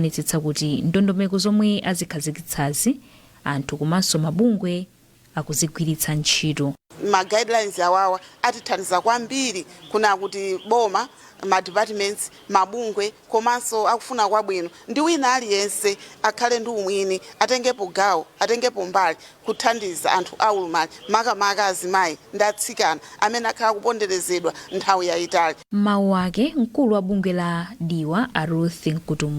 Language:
Nyanja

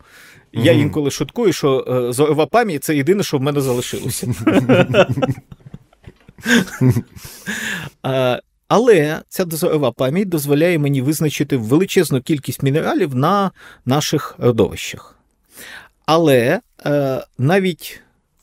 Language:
Ukrainian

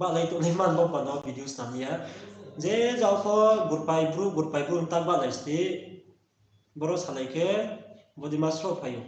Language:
Riang (India)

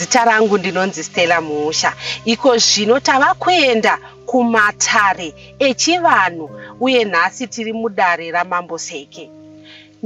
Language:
Shona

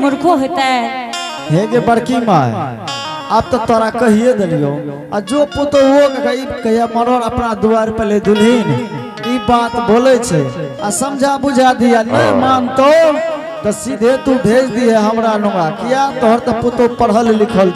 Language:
Angika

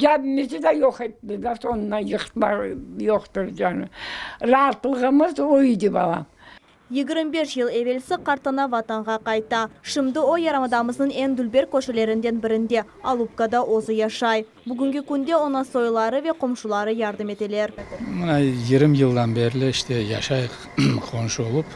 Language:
Crimean Tatar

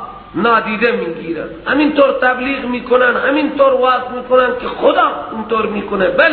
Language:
Persian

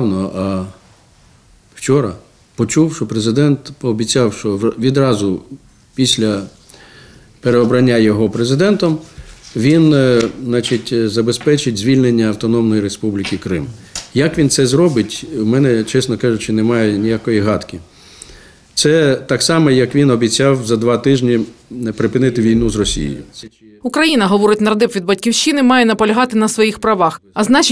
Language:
Ukrainian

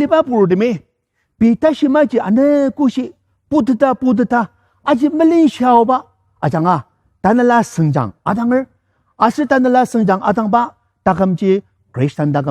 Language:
Ao Naga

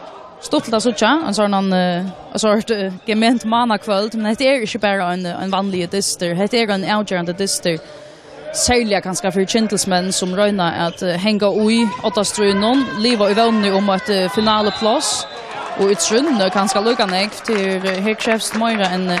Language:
Faroese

